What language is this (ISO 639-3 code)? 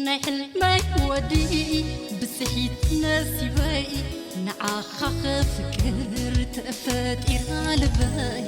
tir